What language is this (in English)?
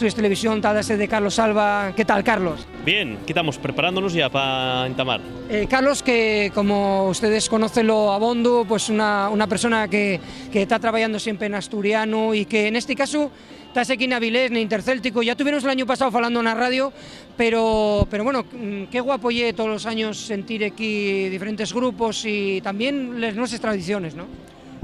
Asturian